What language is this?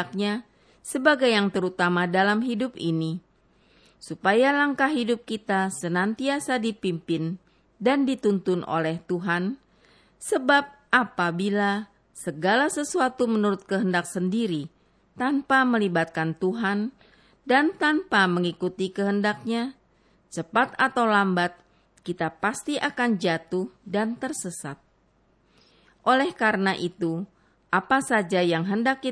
Indonesian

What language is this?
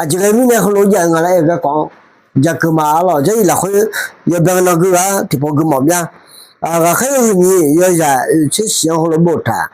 Akha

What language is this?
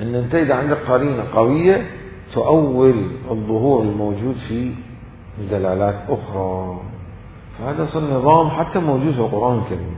Mesopotamian Arabic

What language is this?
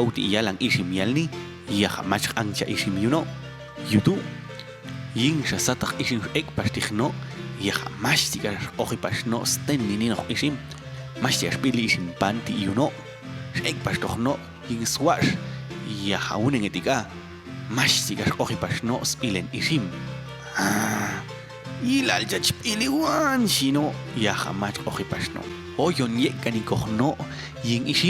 Popti'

